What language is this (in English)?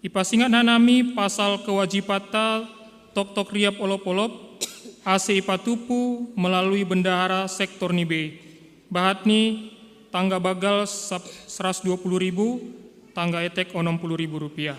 Batak Simalungun